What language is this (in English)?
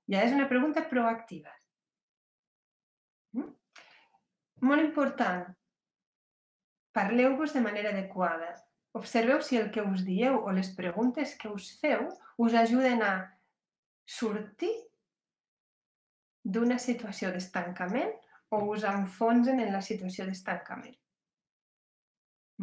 Catalan